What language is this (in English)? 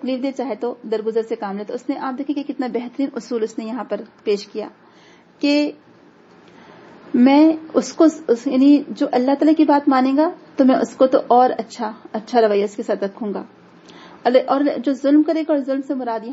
Urdu